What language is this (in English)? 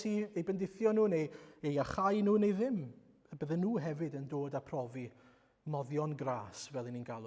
Welsh